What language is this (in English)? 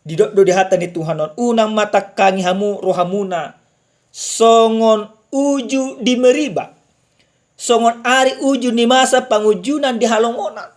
Batak Toba